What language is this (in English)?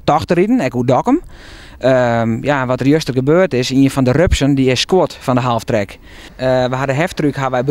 Western Frisian